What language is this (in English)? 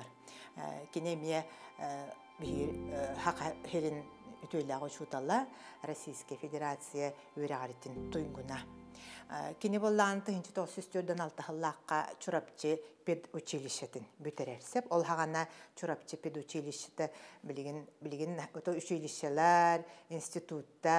Yakut